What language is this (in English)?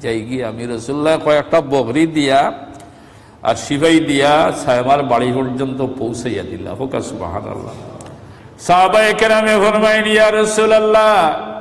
Sylheti